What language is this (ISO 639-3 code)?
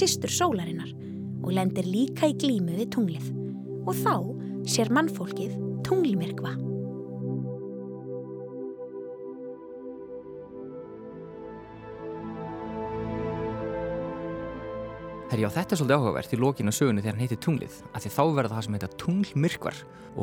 isl